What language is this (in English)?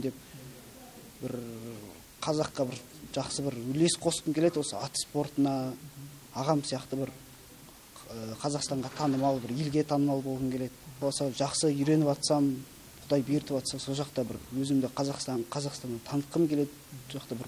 Kazakh